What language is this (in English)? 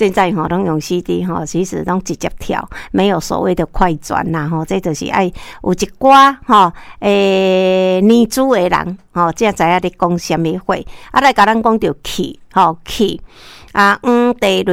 Min Nan Chinese